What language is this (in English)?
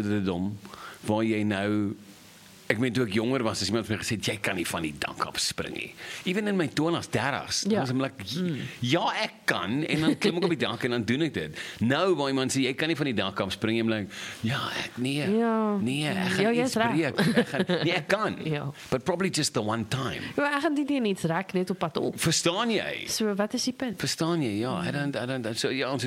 Afrikaans